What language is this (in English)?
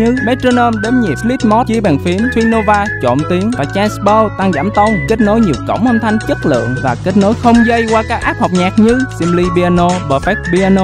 Vietnamese